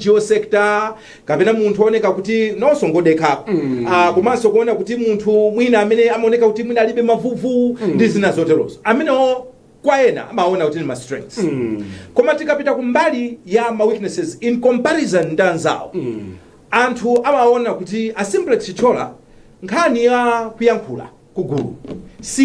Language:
Nyanja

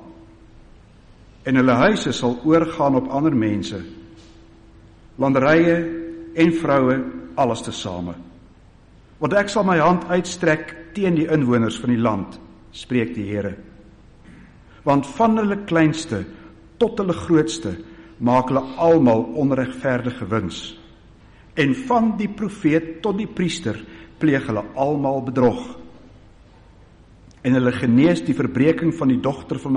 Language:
Afrikaans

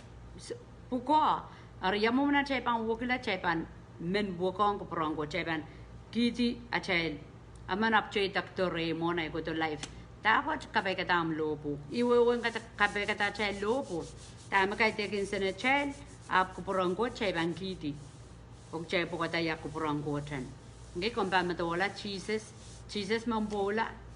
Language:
Pohnpeian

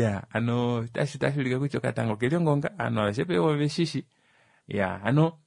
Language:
Kuanyama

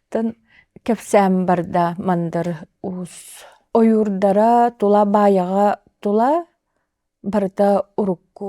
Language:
Yakut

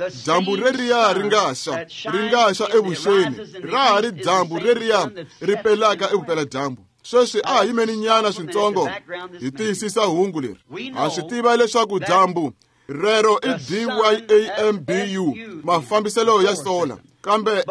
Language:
Tsonga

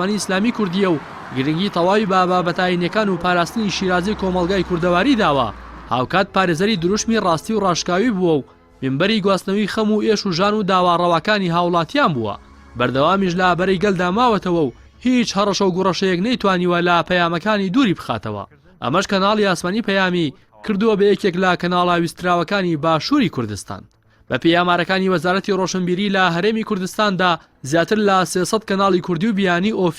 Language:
Central Kurdish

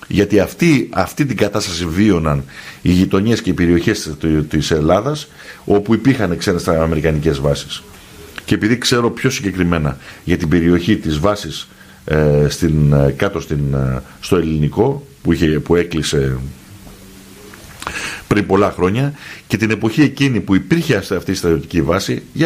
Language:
Greek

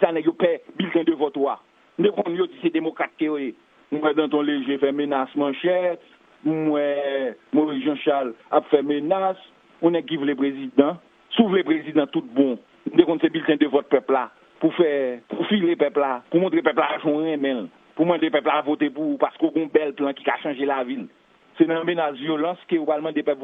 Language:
Haitian Creole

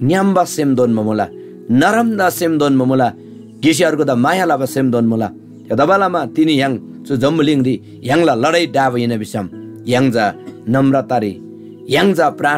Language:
Eastern Tamang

